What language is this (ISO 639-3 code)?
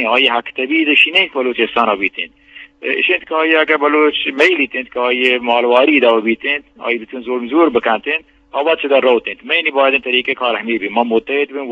bgp